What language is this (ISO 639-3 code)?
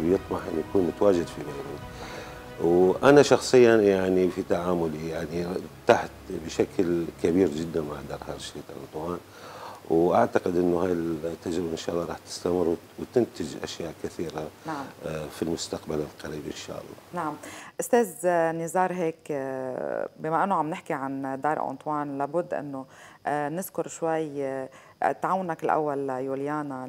apc